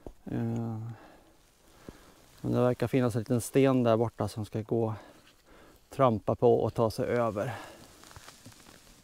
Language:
Swedish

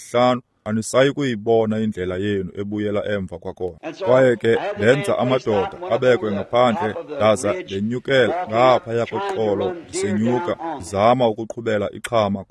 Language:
Xhosa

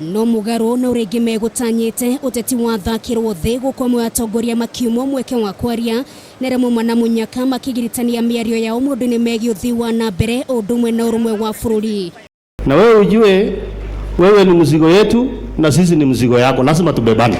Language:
Kikuyu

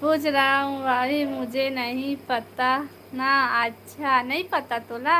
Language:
Chhattisgarhi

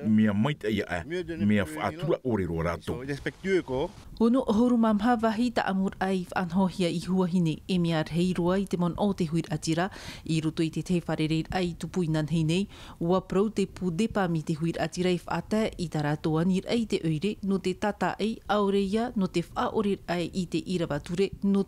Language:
Tahitian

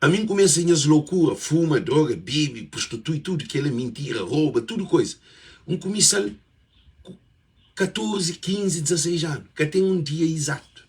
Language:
Kabuverdianu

